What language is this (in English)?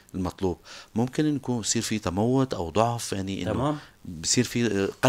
North Levantine Arabic